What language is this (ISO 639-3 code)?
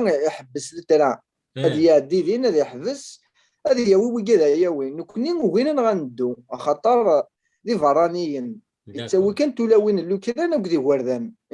kab